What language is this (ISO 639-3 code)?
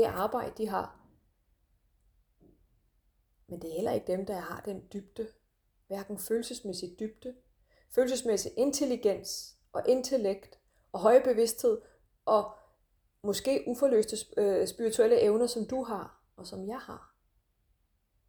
dan